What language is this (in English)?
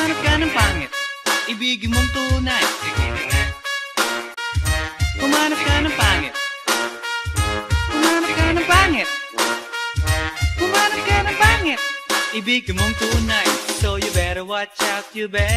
Filipino